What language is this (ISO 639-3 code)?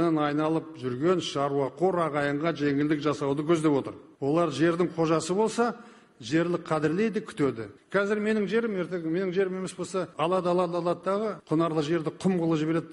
kir